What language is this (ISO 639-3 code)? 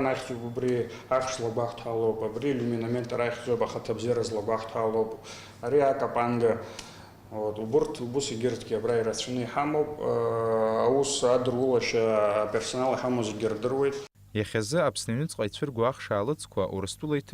abk